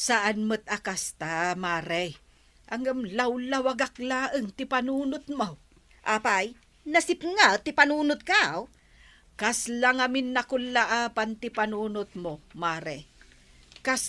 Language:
Iloko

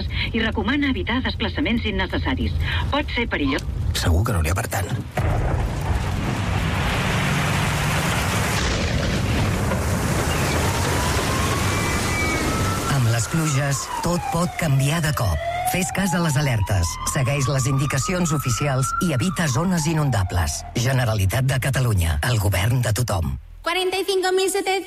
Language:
Catalan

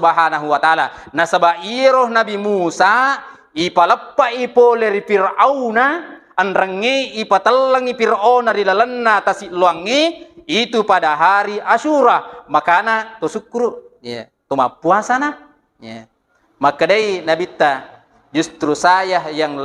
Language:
Buginese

